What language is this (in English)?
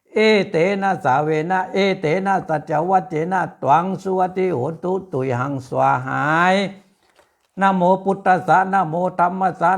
Pali